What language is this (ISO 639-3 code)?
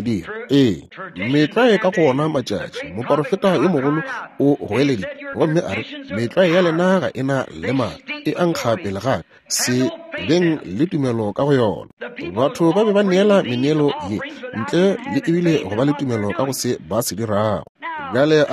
nso